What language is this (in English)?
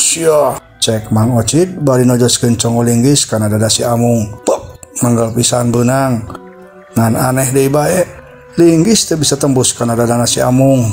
Sundanese